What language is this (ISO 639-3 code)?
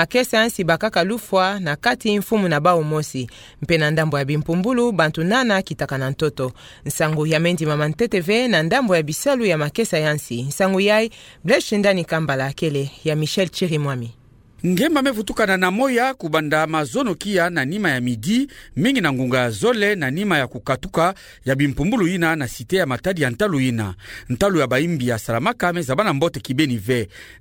ktu